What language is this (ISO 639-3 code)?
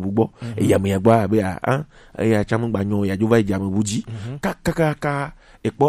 gej